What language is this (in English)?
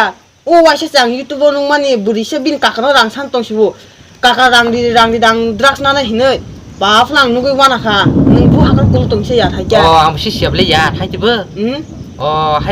Kok Borok